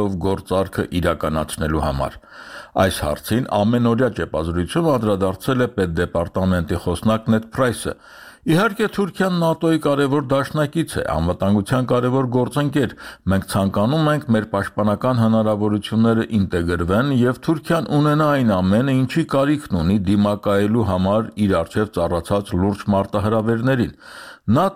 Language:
Armenian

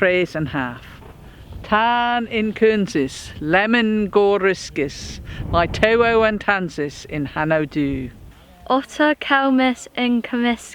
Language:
Cornish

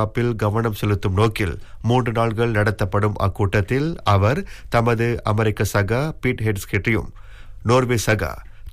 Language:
Tamil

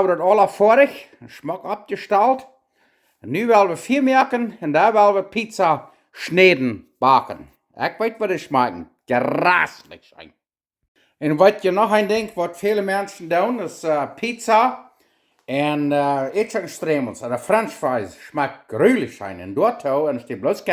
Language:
Plautdietsch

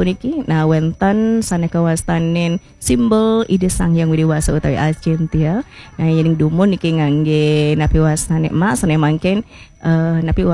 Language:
Balinese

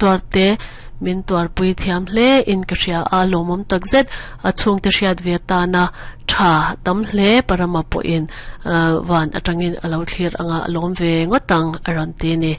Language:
Mizo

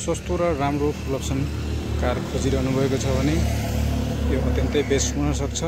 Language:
Nepali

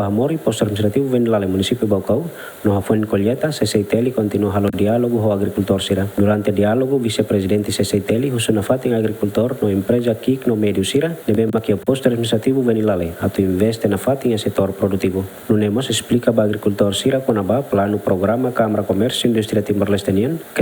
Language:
Tetum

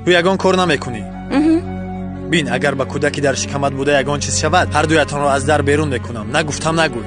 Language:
Tajik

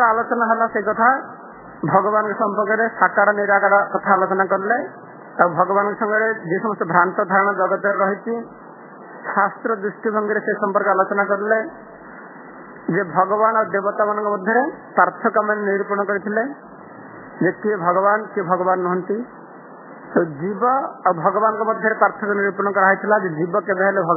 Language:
Odia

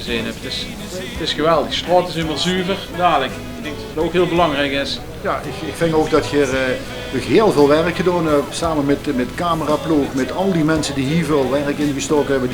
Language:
Limburgish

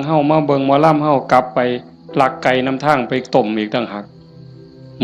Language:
Northeastern Thai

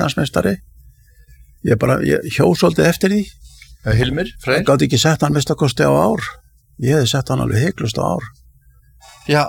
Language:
Icelandic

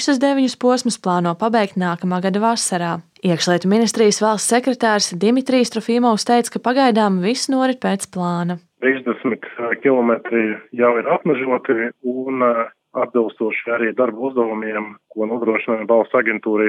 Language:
Latvian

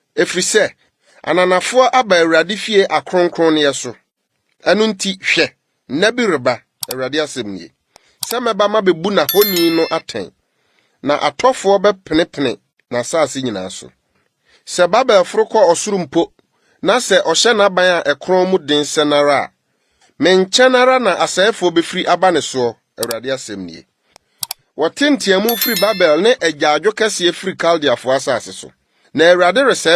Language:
Akan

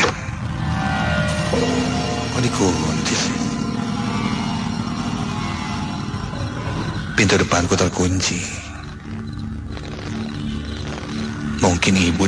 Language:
Indonesian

